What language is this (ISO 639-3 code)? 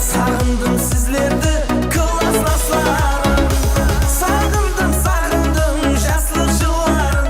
kaa